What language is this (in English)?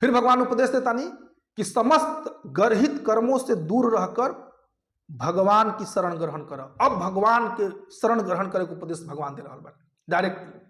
Bhojpuri